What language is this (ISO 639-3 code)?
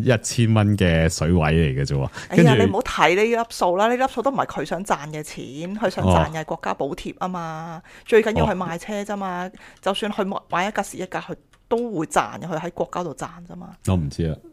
yue